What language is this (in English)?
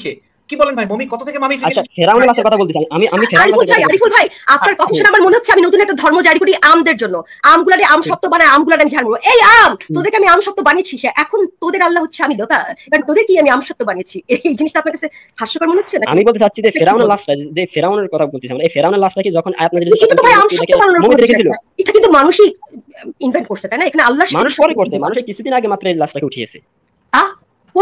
Bangla